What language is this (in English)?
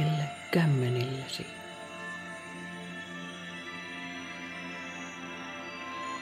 Finnish